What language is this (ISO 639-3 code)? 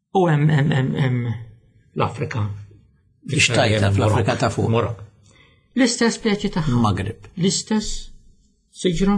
mlt